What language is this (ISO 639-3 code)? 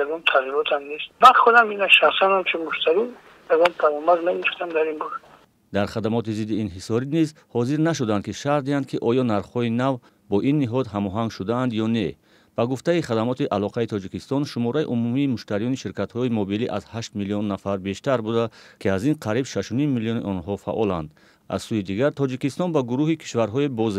tgk